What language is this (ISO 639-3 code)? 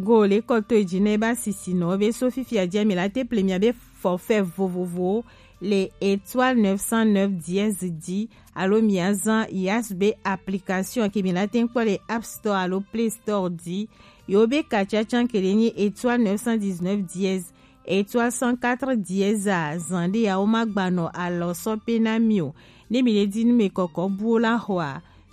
gej